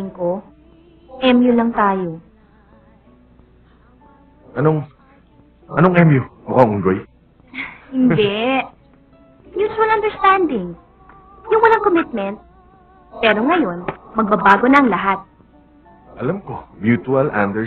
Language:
Filipino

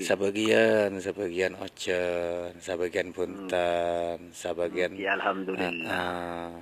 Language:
Madurese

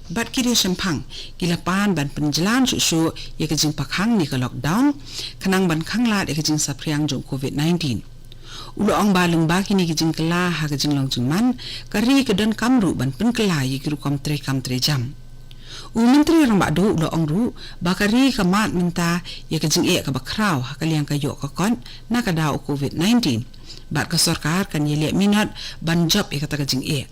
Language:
Khasi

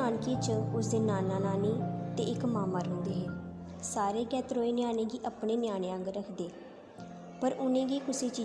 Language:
Dogri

